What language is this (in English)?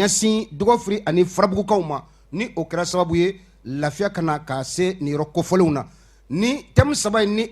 Bambara